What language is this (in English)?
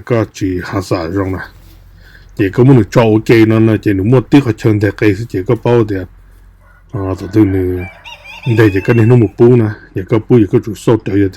Hmong